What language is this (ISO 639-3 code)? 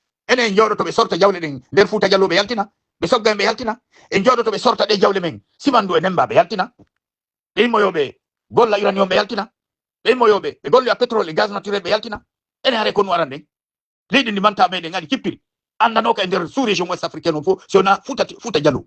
ful